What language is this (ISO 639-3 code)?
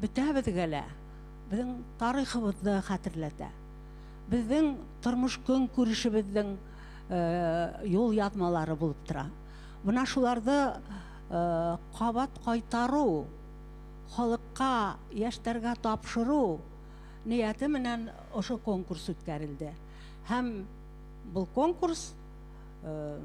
bak